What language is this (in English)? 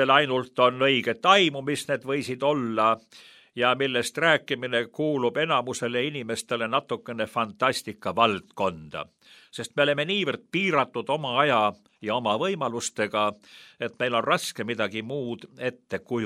Estonian